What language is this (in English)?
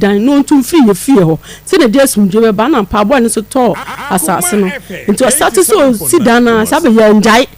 Akan